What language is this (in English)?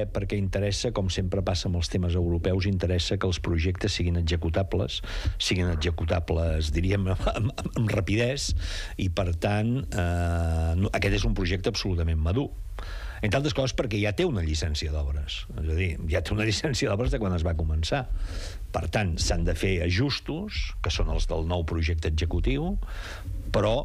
Catalan